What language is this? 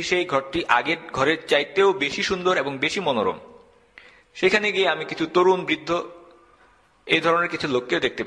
Bangla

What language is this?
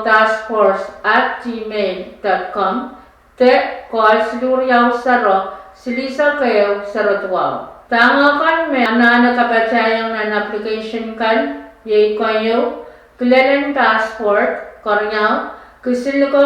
Pohnpeian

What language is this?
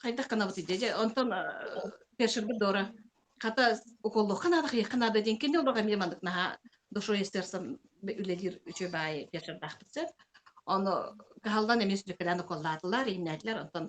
Yakut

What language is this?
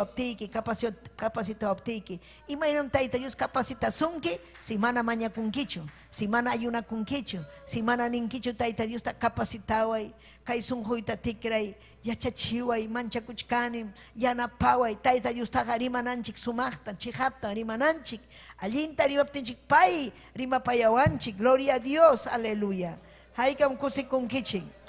Ayacucho Quechua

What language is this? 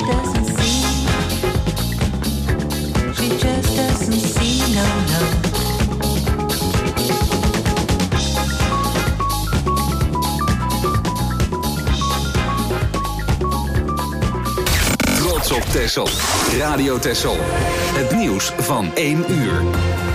Dutch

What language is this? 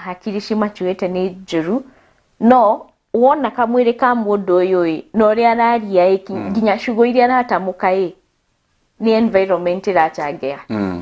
Kikuyu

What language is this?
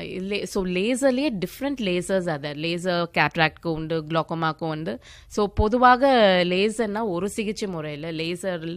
Tamil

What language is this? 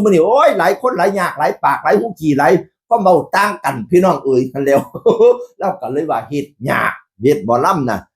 Northeastern Thai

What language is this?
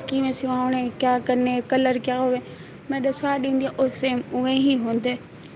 Saraiki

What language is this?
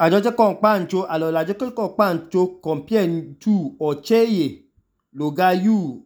Idoma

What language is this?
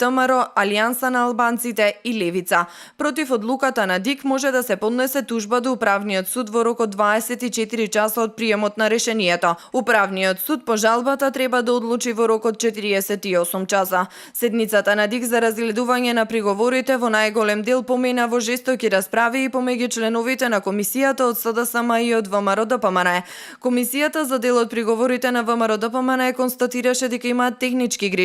Macedonian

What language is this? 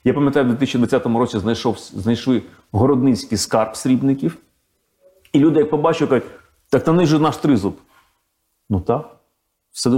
Ukrainian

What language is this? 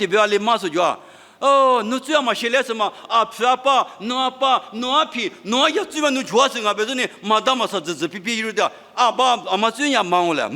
Lisu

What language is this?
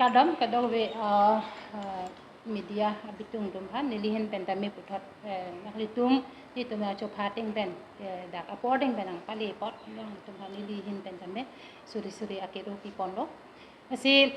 Karbi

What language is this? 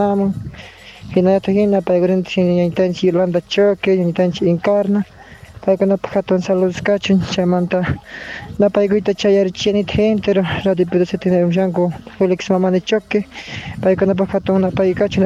South Bolivian Quechua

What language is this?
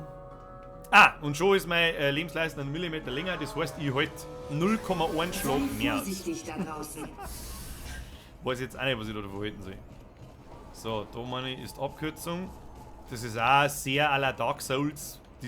Bavarian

